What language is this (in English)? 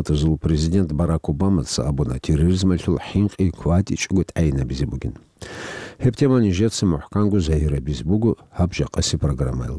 Avaric